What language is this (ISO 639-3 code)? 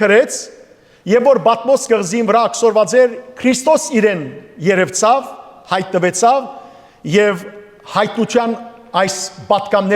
hyw